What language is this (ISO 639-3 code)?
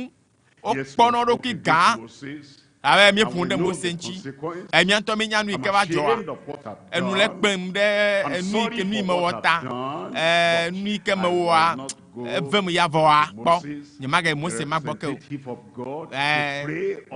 ewe